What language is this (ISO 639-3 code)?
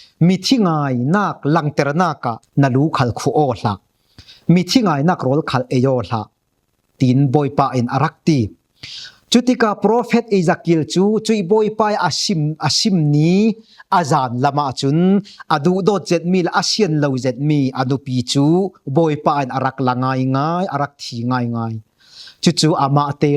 cfm